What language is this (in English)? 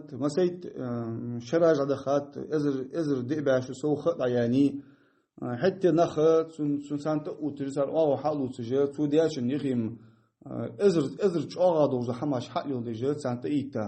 Ingush